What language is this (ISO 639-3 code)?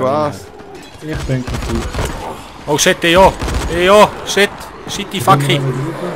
gsw